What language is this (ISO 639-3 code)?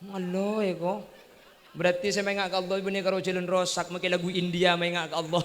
mad